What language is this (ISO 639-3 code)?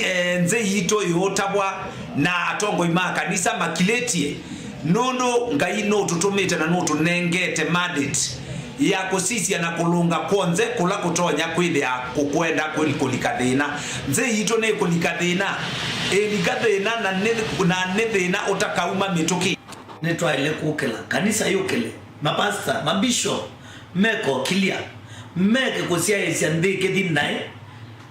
kam